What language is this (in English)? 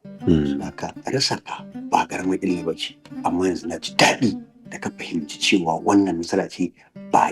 Hausa